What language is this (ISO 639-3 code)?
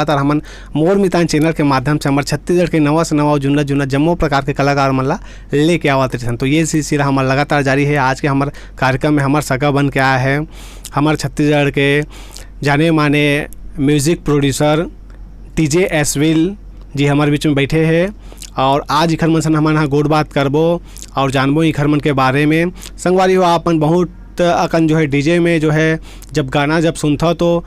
hne